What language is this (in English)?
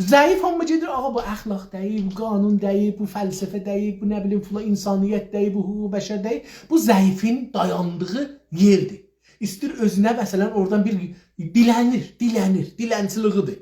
South Azerbaijani